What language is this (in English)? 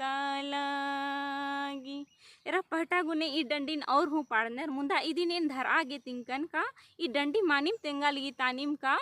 Kurukh